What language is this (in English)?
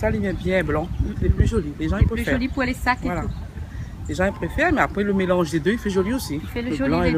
Réunion Creole French